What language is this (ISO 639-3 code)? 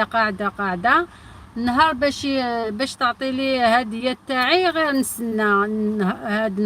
arq